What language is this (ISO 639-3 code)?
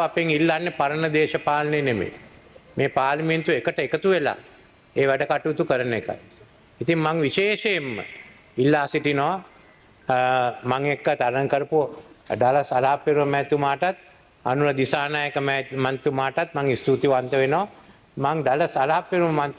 sin